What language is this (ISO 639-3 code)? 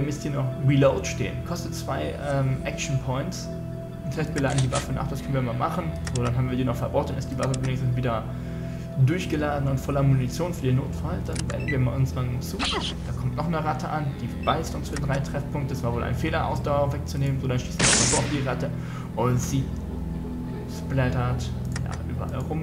deu